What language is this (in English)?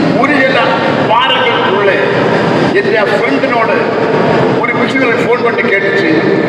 Tamil